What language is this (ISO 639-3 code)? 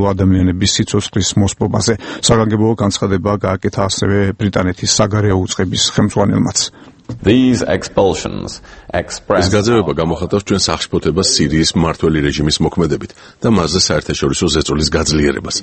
kat